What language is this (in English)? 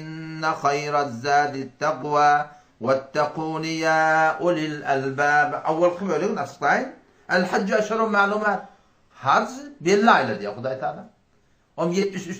Turkmen